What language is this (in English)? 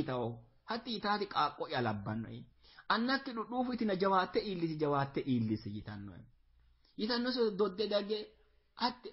Sidamo